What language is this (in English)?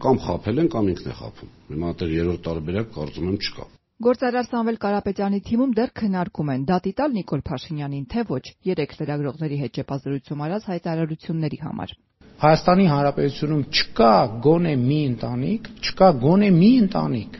Armenian